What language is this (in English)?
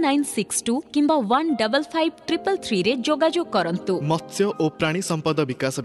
Odia